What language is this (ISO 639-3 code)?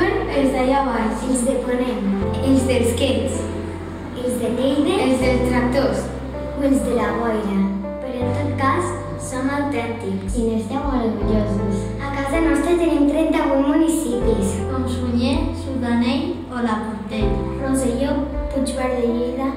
cat